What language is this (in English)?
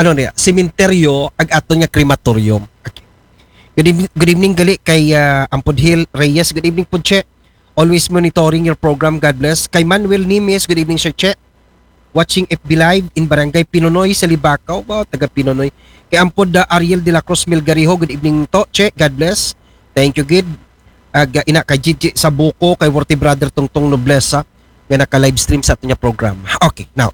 Aklanon